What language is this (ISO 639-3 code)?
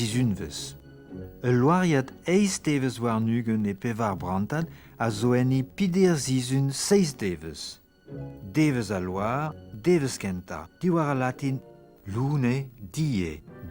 bre